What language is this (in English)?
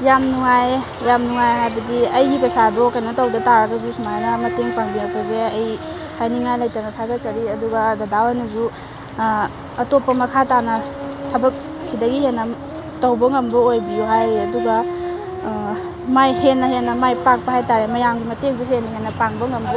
Manipuri